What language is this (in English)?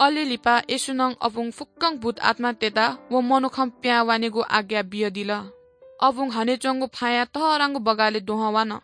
Newari